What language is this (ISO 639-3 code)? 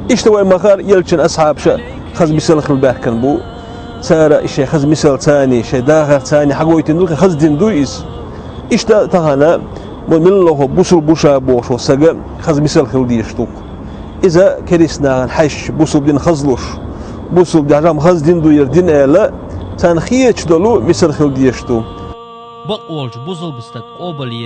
che